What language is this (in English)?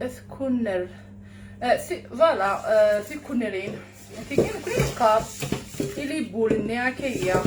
Kabyle